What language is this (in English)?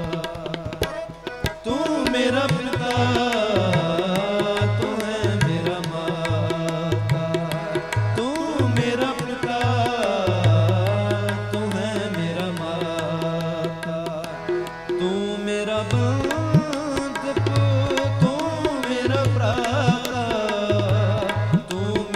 Hindi